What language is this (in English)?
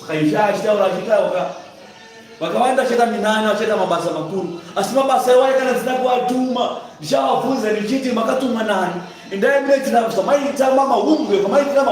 Shona